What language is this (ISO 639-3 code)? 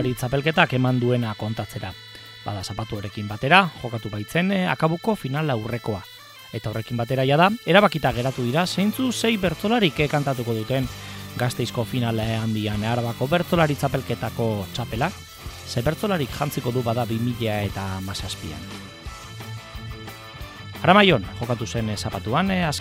eus